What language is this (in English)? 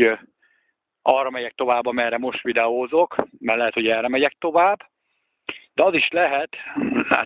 Hungarian